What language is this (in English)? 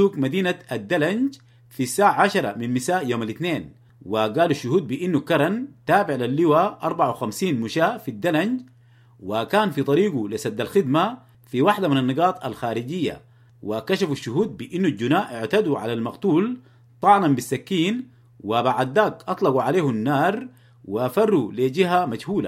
Sudanese Arabic